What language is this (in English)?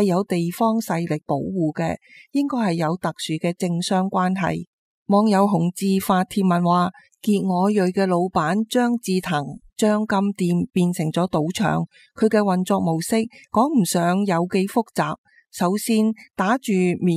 Cantonese